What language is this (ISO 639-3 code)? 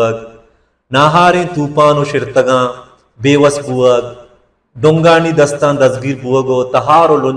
bal